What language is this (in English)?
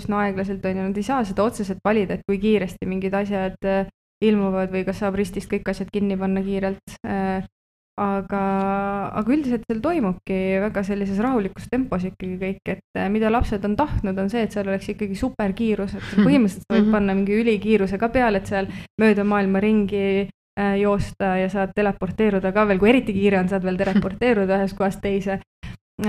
Estonian